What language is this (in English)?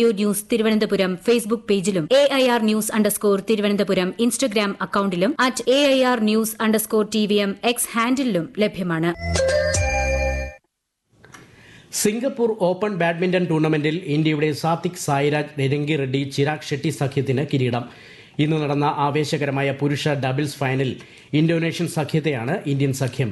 Malayalam